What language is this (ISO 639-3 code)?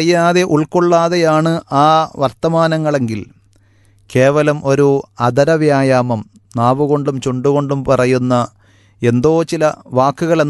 mal